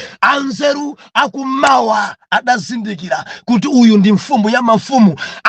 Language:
Nyanja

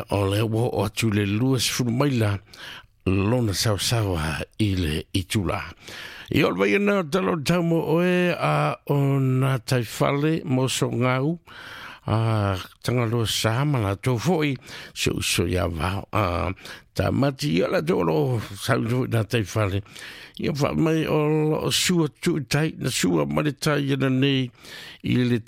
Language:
Samoan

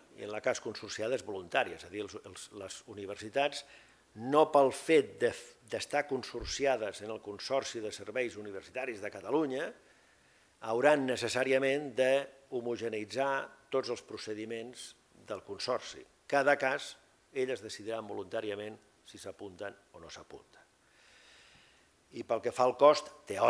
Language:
Catalan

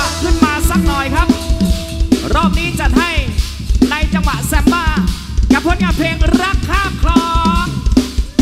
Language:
Thai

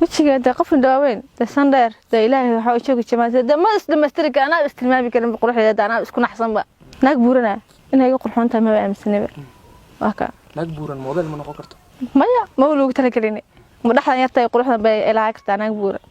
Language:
Somali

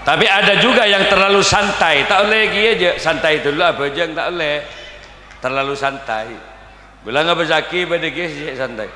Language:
Madurese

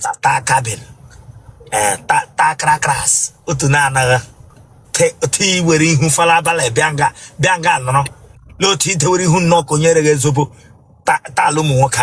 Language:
Igbo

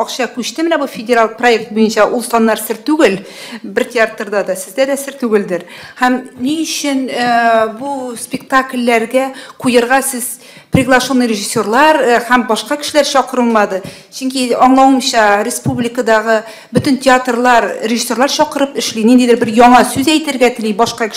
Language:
Tatar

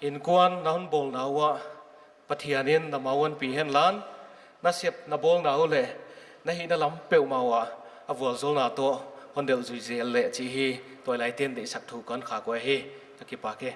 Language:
Paite Chin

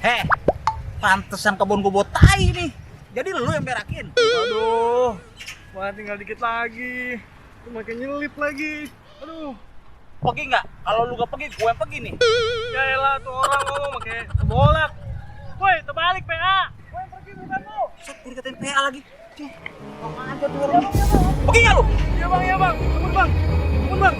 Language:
Betawi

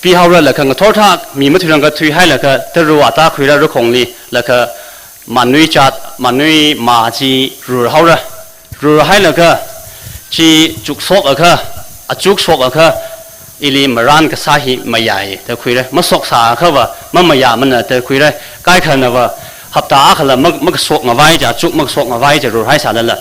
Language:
Tangkhul Naga (India)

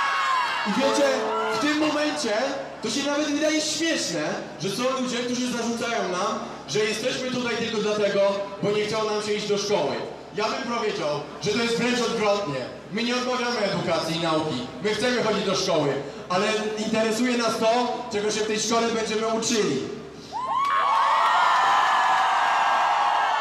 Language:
Polish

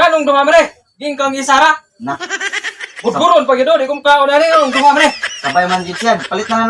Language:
Cebuano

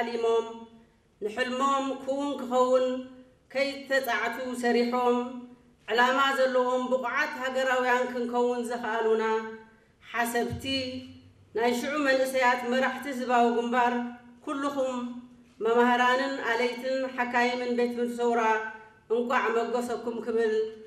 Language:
Tigrinya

